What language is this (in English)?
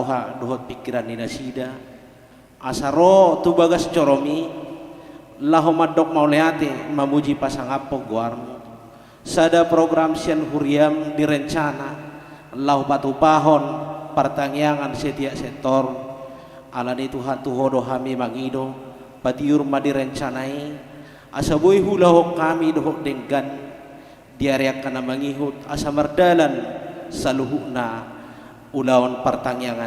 Batak Toba